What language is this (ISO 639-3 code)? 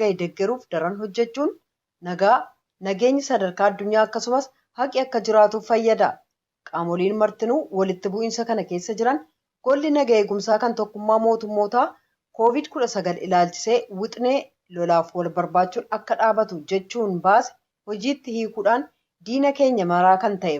orm